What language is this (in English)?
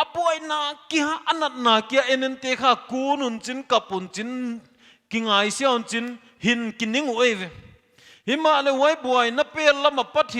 Paite Chin